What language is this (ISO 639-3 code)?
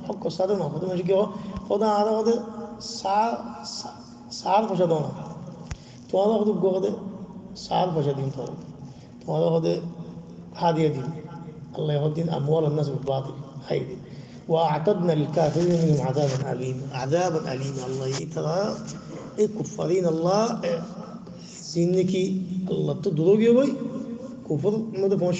rhg